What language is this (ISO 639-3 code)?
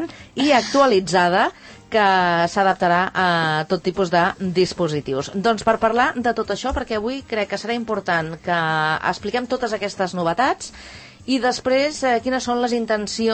cat